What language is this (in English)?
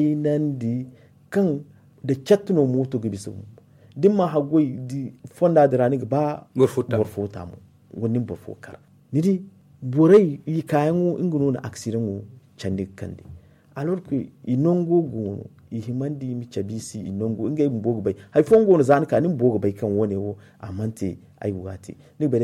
Zarma